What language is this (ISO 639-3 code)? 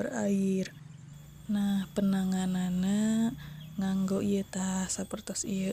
sun